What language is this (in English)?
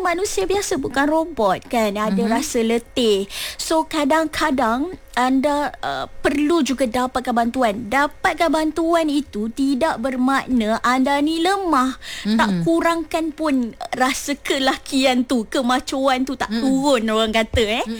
Malay